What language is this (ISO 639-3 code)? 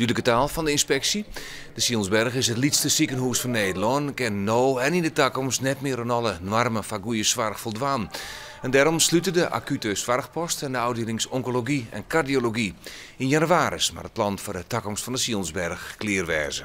fry